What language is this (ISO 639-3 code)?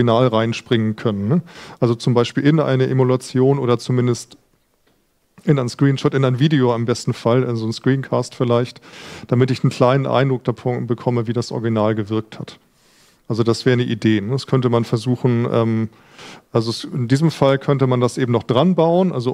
deu